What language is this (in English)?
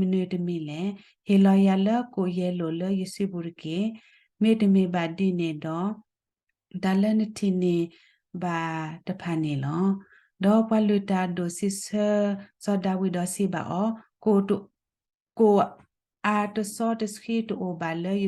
S'gaw Karen